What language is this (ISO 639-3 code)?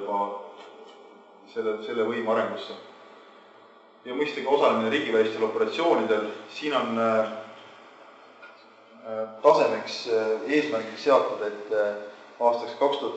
est